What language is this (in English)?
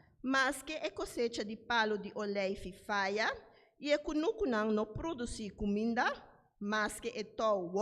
Papiamento